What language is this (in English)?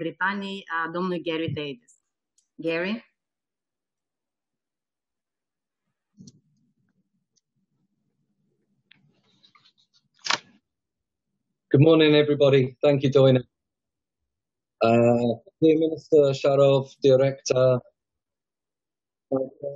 Romanian